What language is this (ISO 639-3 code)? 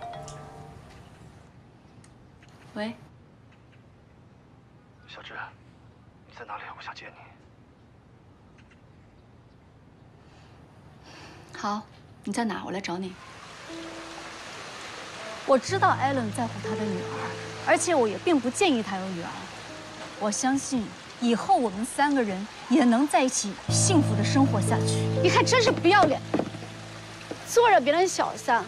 zho